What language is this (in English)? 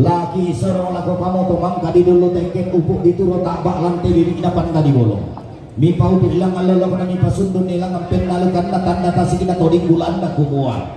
Toraja-Sa'dan